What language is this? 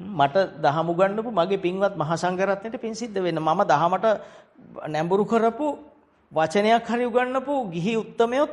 Sinhala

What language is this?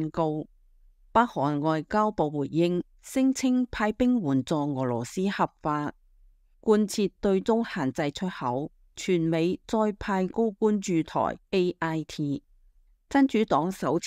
Cantonese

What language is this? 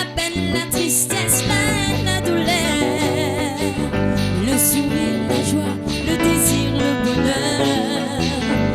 Réunion Creole French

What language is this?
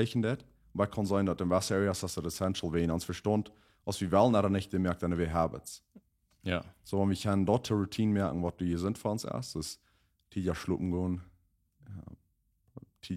Plautdietsch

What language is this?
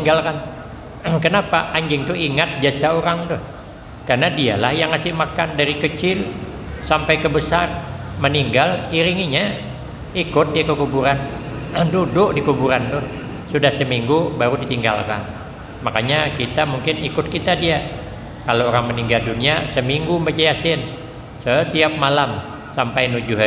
Banjar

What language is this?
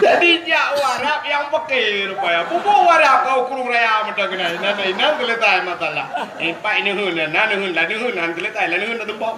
Achinese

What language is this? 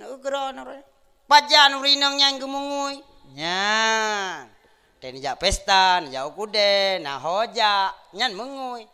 Achinese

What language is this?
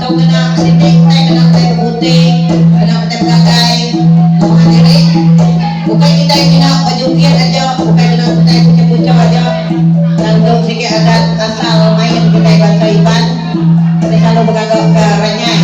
Iban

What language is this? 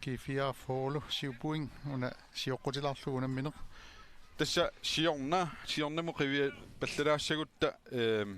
Kalaallisut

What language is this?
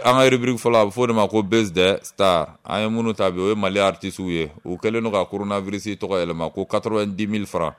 Bambara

